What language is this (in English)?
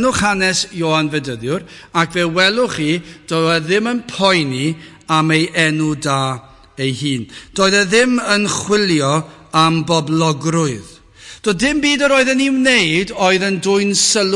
Welsh